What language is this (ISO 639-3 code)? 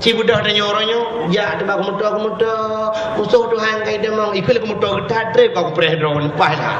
ace